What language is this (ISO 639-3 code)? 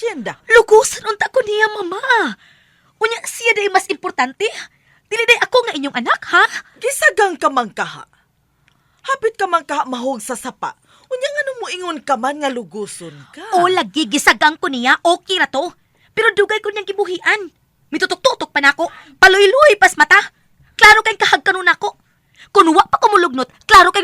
ceb